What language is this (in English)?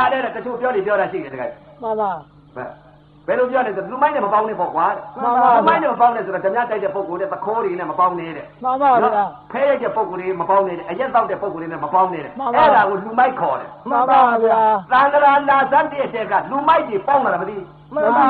Burmese